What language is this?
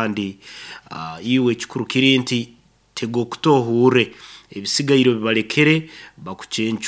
Nyoro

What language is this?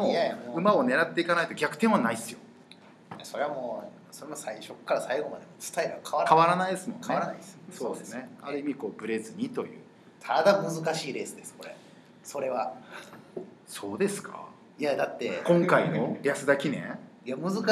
Japanese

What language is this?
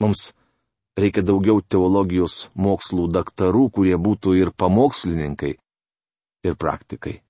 Lithuanian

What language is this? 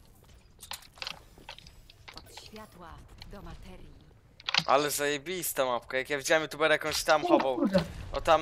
Polish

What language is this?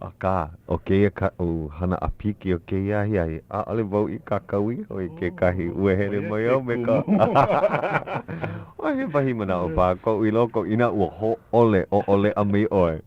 Hawaiian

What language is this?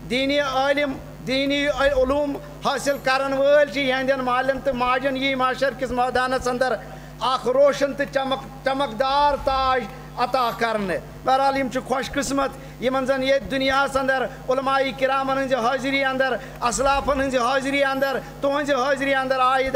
Kashmiri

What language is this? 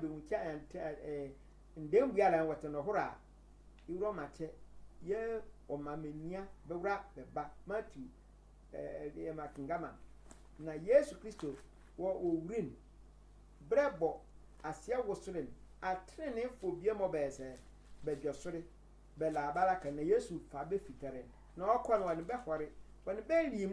Sehwi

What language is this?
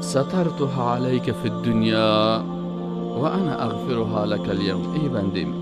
Persian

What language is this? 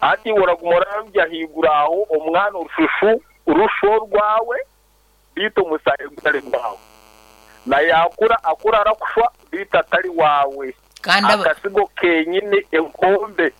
Nyankole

